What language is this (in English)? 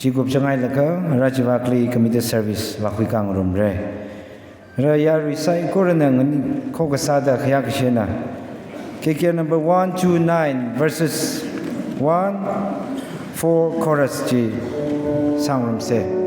Tangkhul Naga (India)